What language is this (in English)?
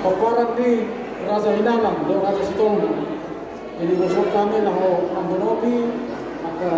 Batak Toba